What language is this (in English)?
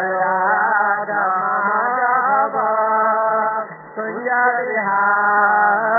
Odia